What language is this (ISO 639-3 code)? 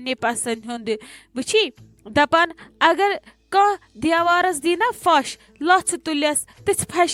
kas